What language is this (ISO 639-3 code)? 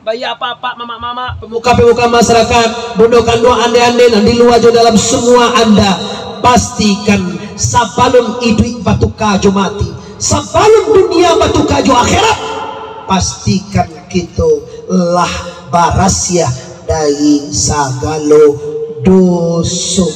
min